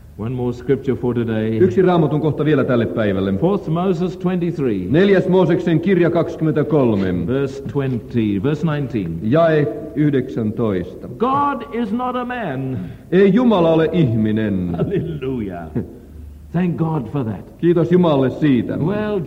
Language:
Finnish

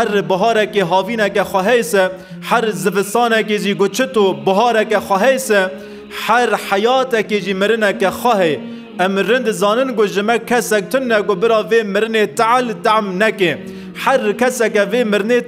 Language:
Kurdish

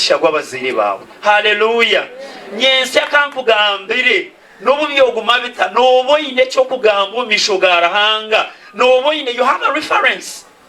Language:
Nyankole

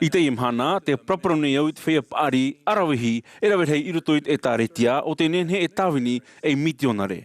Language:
Tahitian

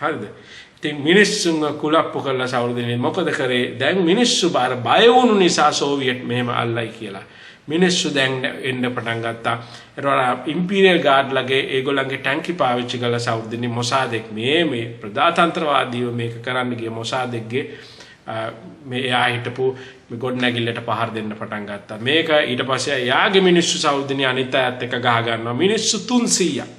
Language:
Sinhala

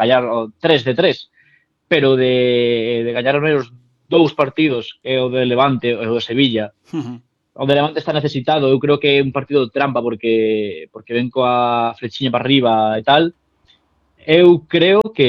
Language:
Galician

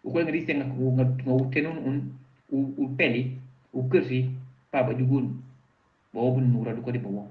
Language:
Mankanya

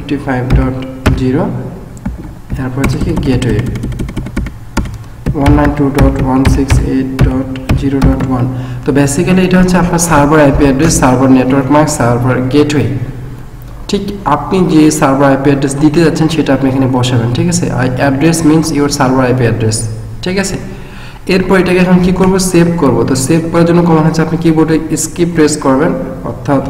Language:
Bangla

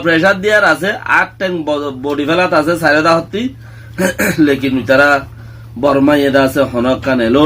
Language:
Rohingya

